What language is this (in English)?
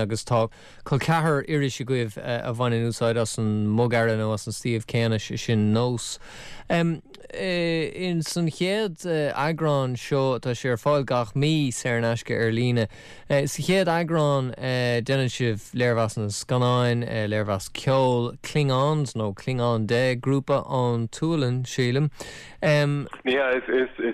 Irish